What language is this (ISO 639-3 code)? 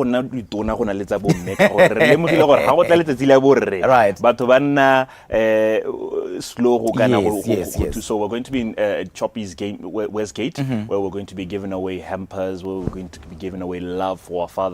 tsn